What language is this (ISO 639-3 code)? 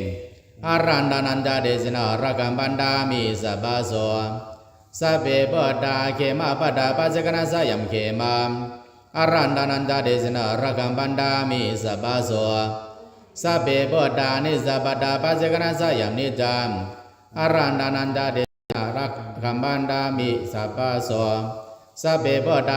pli